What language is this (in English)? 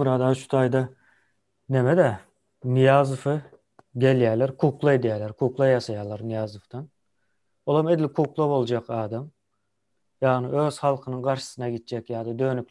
Turkmen